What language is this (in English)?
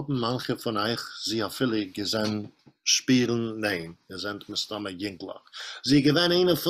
Yiddish